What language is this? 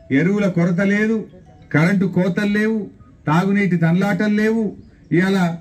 Telugu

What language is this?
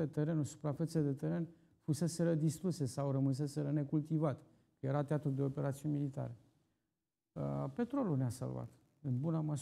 Romanian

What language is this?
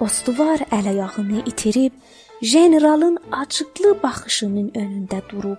South Azerbaijani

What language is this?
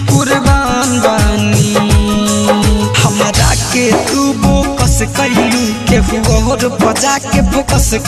Bhojpuri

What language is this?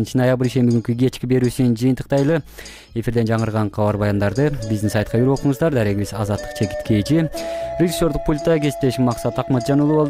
Kyrgyz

